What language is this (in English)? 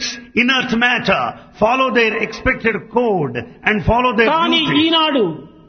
Telugu